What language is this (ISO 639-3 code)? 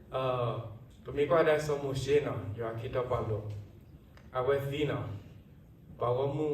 ksw